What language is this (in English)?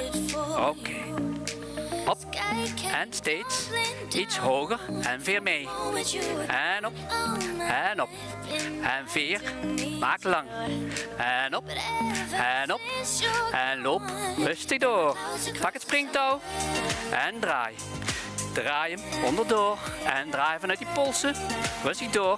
Dutch